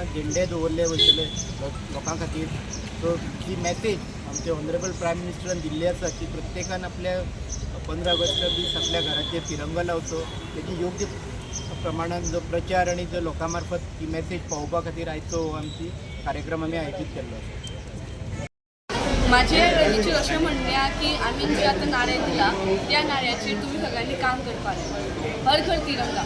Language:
Konkani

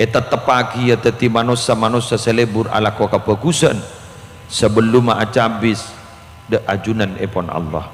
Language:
Madurese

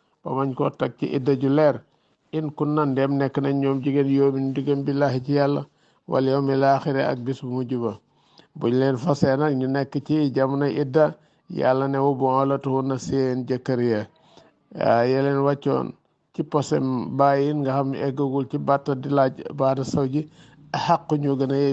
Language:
Wolof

